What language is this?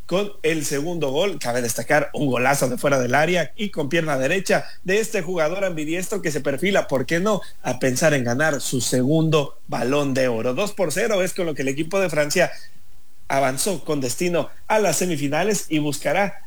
Spanish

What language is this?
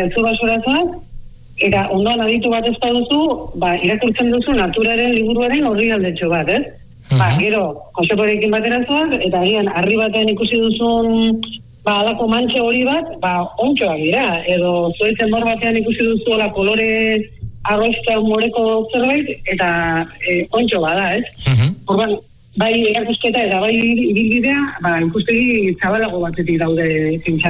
Basque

